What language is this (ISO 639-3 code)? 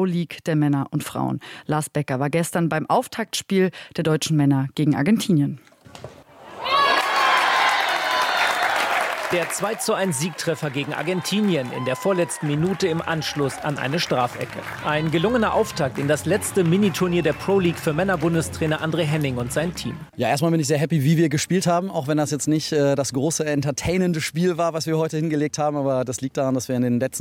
deu